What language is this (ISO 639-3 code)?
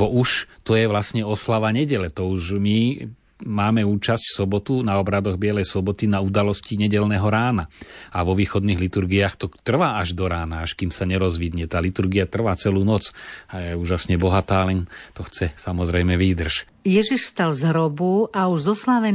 slk